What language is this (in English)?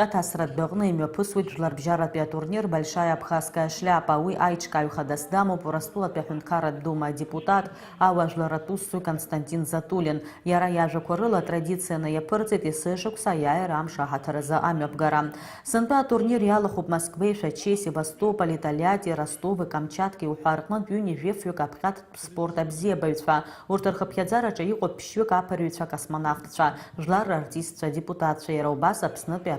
Abkhazian